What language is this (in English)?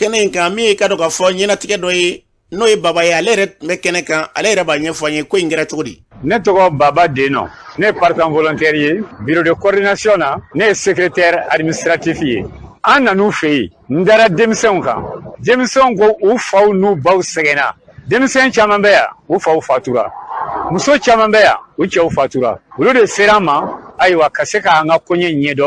Bambara